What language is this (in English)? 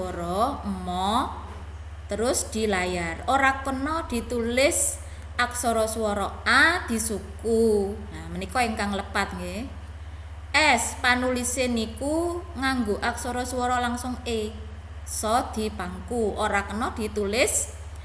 Javanese